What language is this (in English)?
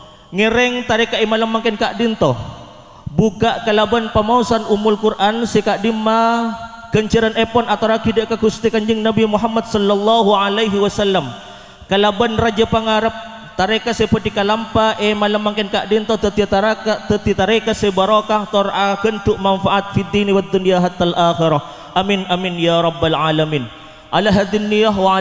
Madurese